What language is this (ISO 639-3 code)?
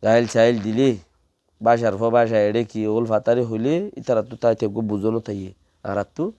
rhg